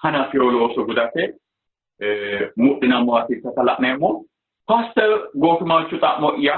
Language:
Sidamo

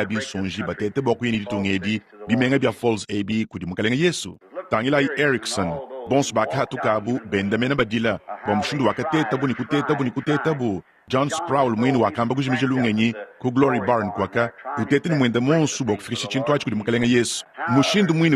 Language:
Luba-Lulua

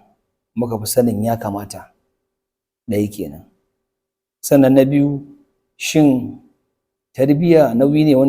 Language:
Hausa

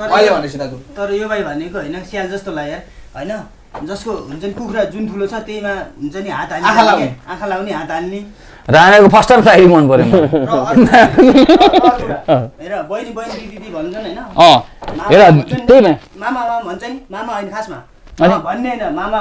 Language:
Nepali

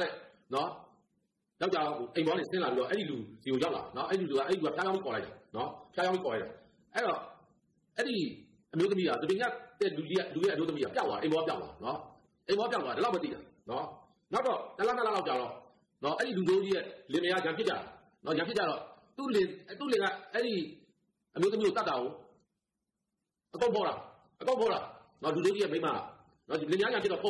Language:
Burmese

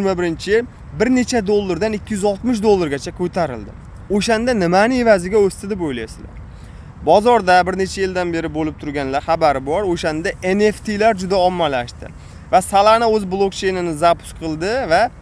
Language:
Uzbek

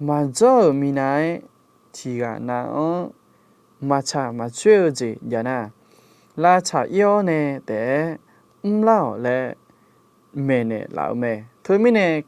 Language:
Akha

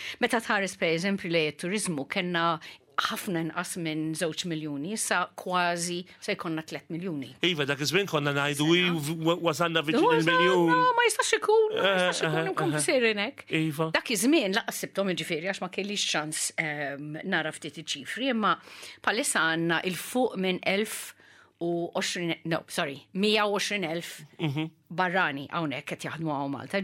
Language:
Maltese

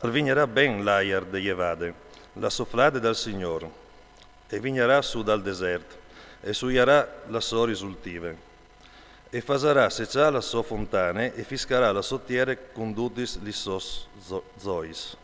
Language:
Friulian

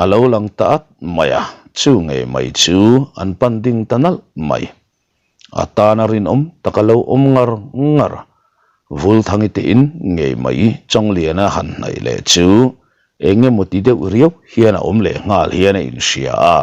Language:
Mizo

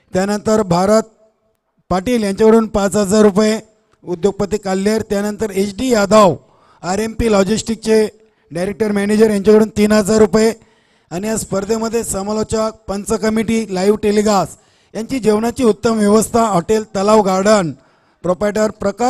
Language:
Marathi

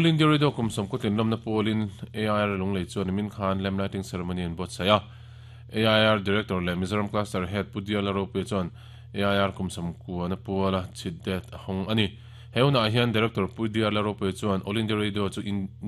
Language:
Mizo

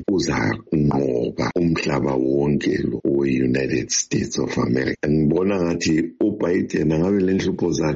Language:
North Ndebele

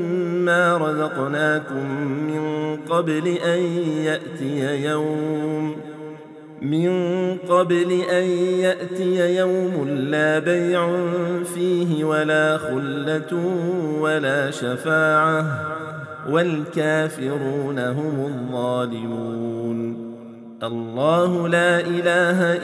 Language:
Arabic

